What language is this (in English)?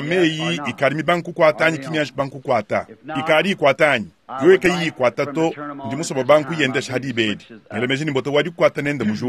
Luba-Lulua